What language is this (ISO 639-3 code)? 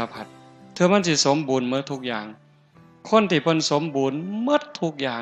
tts